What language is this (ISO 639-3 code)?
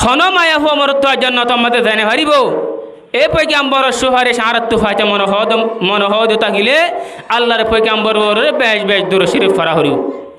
rhg